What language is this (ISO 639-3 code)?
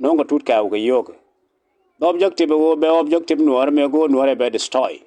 nus